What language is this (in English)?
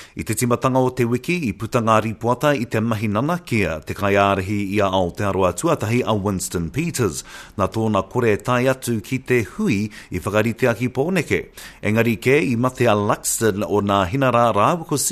Māori